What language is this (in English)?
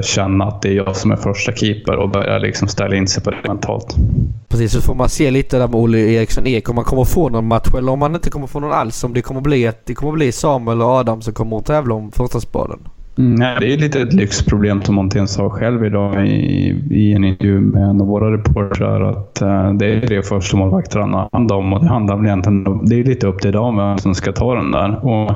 Swedish